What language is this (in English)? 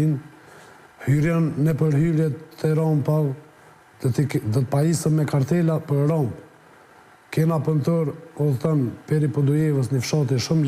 Albanian